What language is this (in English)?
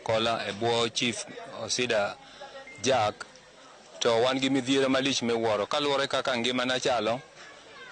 Luo (Kenya and Tanzania)